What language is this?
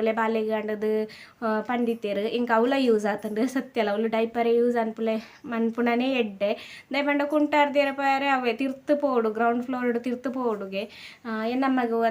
Tulu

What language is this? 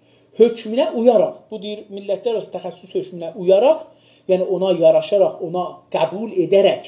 South Azerbaijani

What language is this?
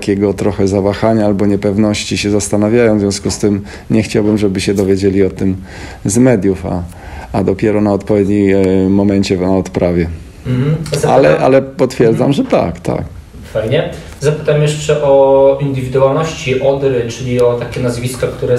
Polish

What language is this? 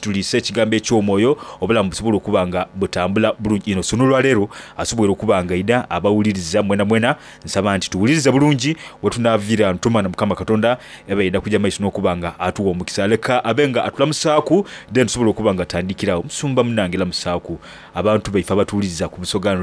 Soga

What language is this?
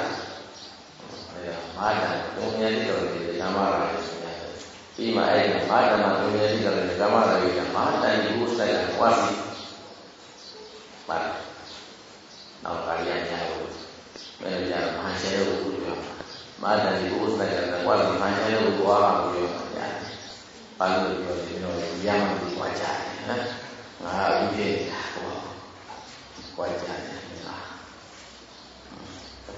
Burmese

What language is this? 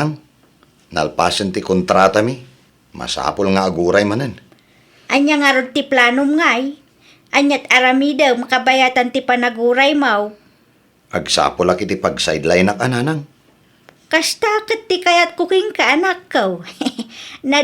Iloko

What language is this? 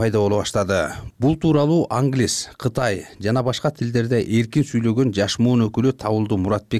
Kyrgyz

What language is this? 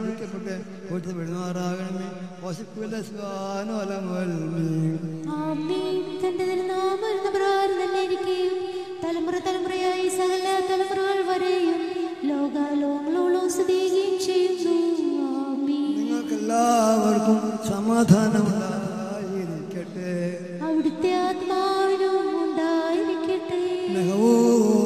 Malayalam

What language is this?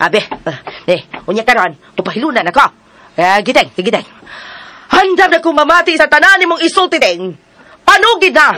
Cebuano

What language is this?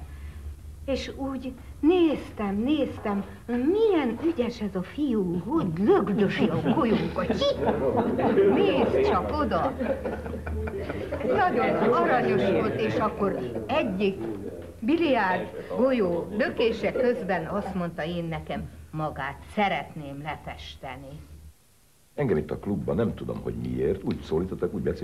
Hungarian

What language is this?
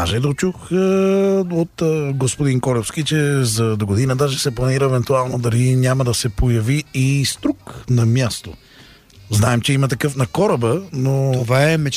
Bulgarian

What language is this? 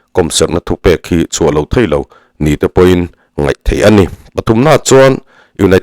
Mizo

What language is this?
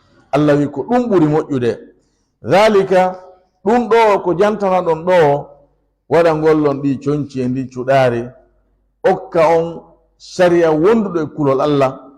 Fula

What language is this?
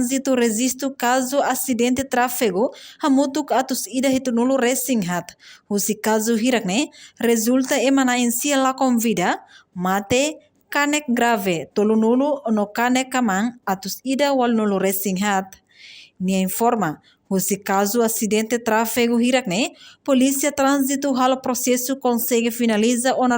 Tetum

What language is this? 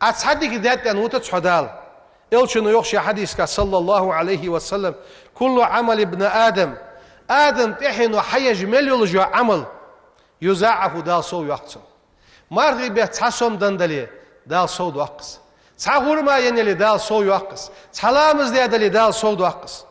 Ingush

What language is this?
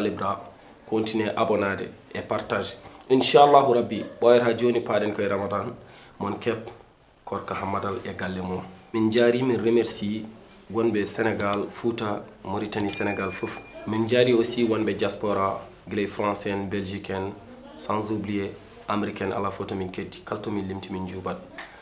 Fula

